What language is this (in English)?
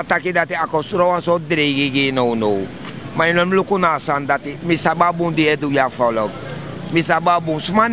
Sranan Tongo